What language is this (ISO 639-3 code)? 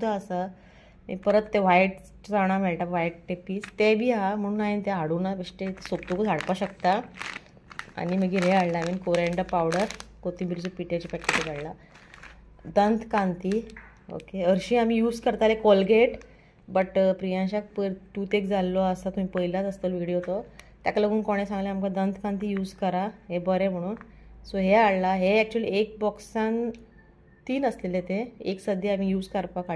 kok